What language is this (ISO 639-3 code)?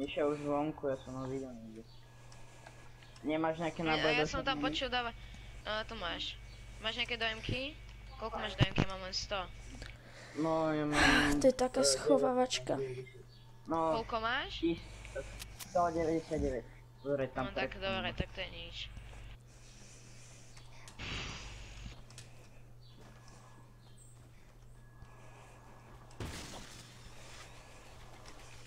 slk